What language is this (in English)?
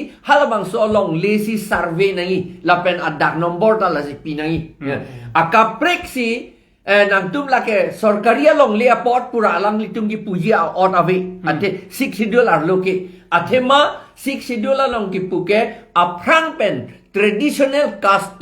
Karbi